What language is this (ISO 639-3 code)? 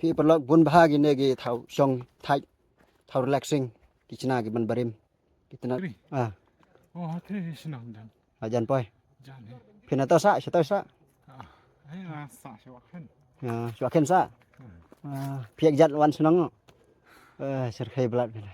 kha